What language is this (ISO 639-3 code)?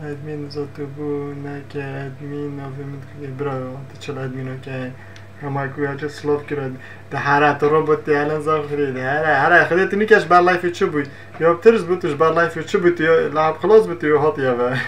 kur